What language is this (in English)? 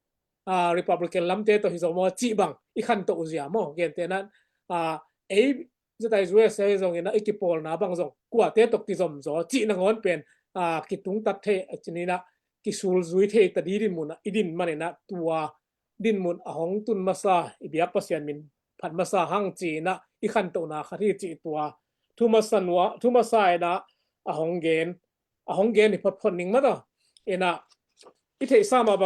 Tedim Chin